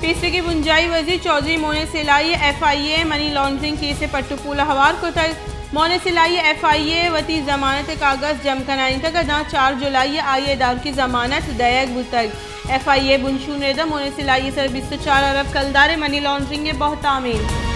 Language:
Baluchi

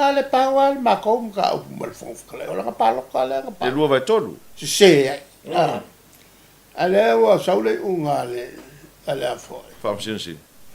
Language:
Samoan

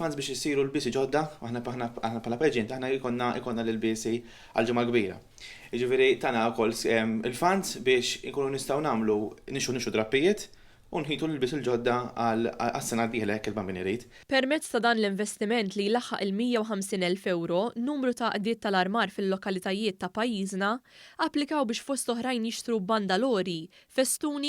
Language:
Maltese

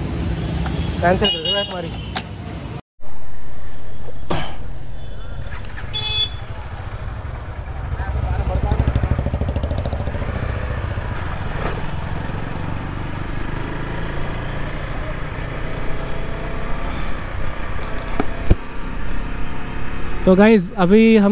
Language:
Hindi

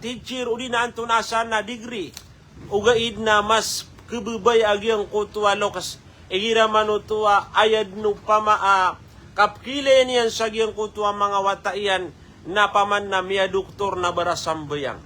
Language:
Maranao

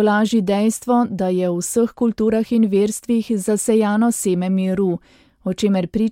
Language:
Slovenian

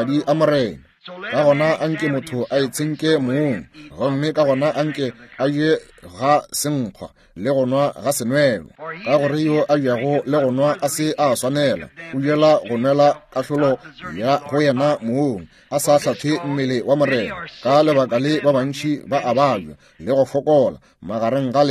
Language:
Northern Sotho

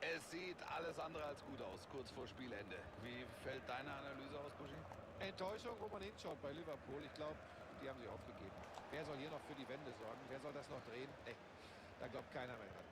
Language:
Bavarian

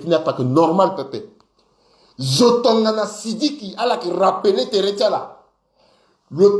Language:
Sango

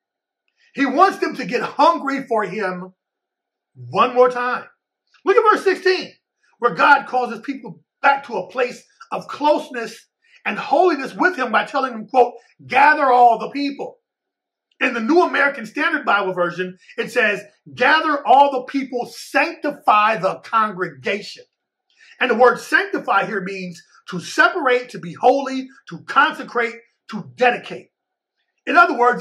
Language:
English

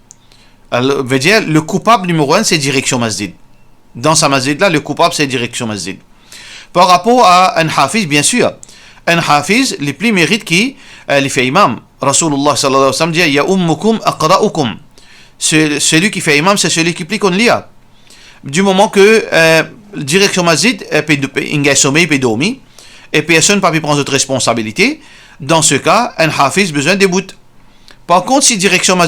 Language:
Morisyen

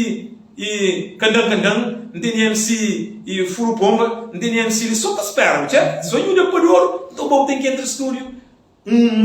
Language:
Kabuverdianu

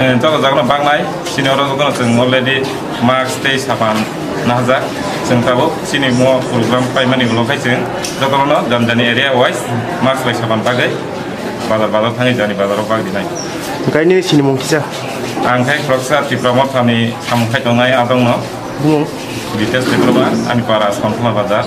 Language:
Kok Borok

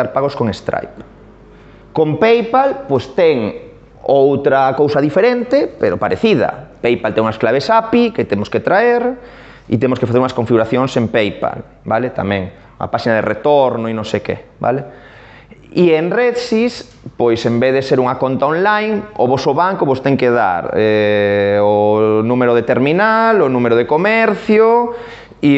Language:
Galician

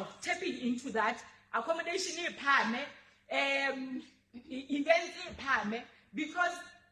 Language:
Southern Sotho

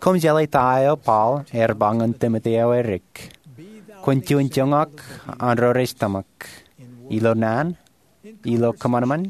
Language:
Marshallese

